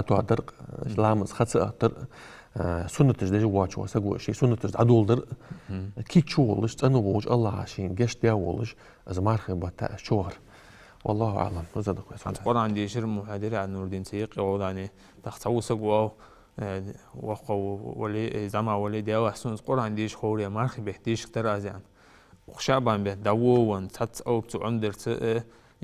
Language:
Ingush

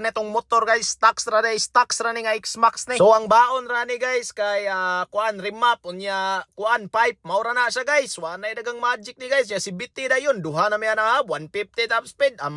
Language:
Cebuano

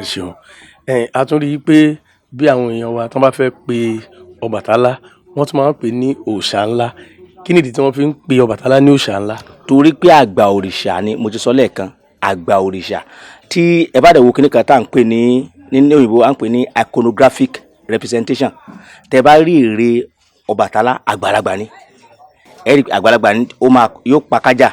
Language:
Yoruba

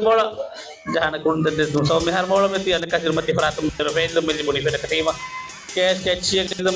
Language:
Divehi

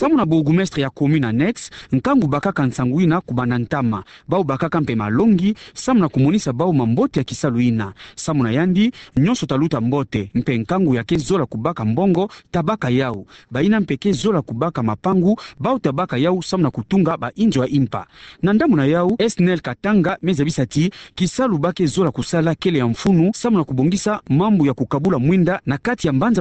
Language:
Kituba (Democratic Republic of Congo)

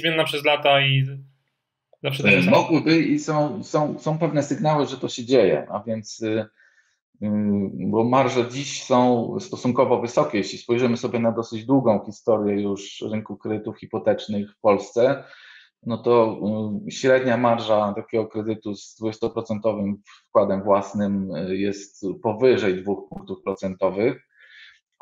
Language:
Polish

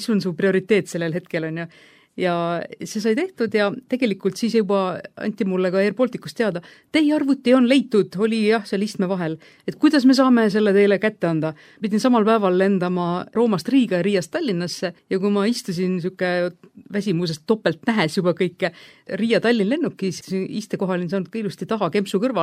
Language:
Estonian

